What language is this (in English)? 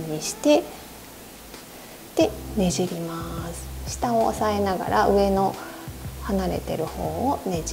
Japanese